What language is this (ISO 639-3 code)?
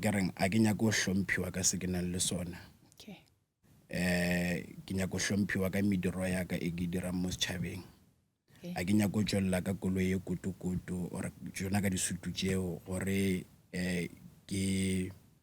nso